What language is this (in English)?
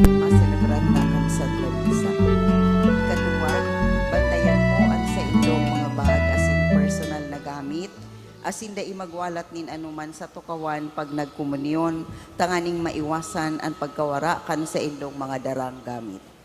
Bikol